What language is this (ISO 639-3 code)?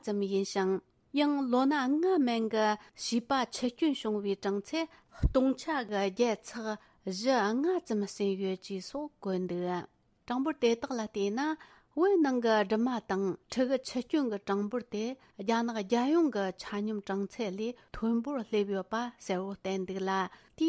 bod